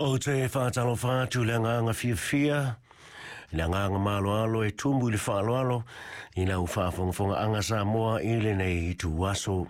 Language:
Samoan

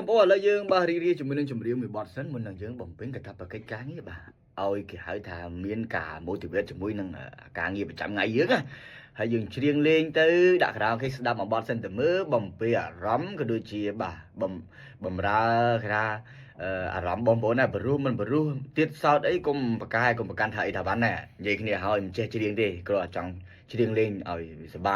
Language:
Khmer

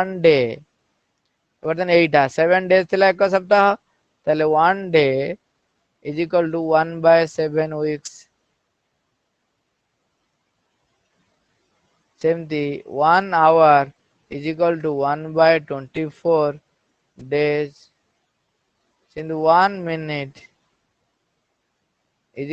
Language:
Odia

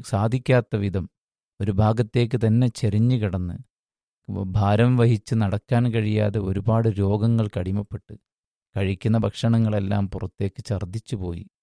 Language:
Malayalam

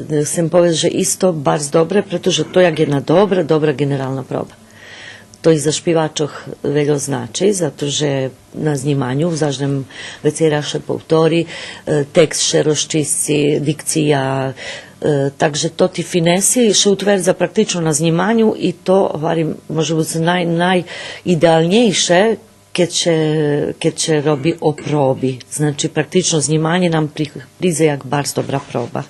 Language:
Rusyn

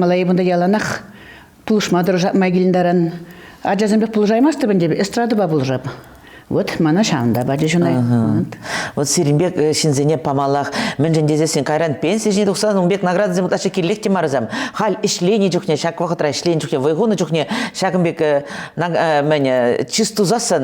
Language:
Chuvash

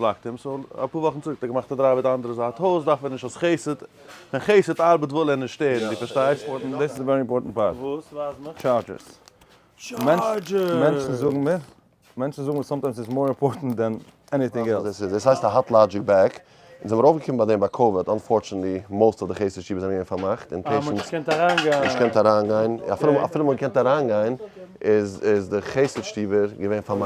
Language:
Yiddish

